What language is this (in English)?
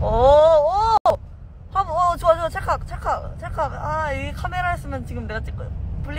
Korean